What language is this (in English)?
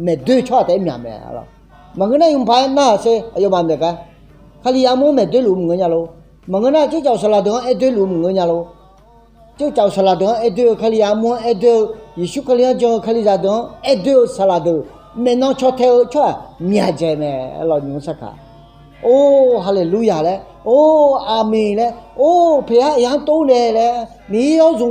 Akha